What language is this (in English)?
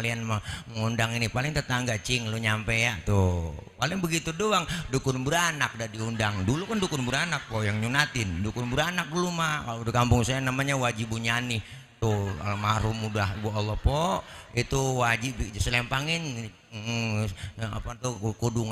Betawi